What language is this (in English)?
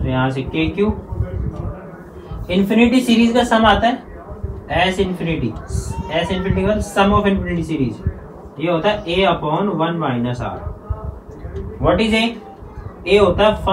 Hindi